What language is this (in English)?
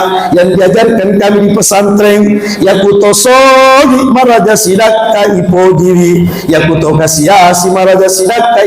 Buginese